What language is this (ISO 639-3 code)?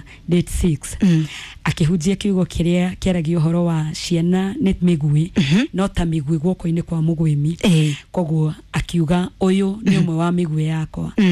kik